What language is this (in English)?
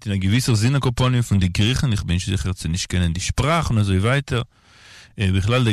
Yiddish